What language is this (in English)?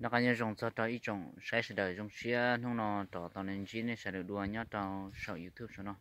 Hmong